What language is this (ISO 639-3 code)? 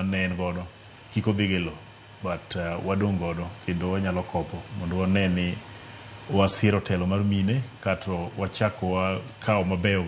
luo